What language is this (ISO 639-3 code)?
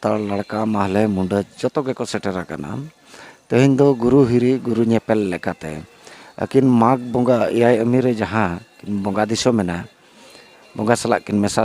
sat